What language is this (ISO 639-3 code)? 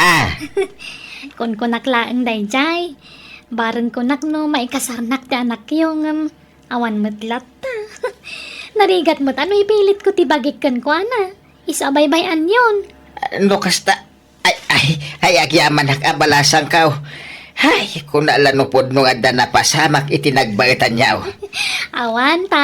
ilo